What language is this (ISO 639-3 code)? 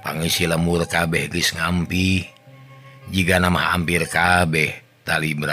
sun